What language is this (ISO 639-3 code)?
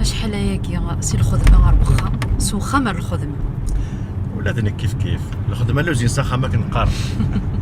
kab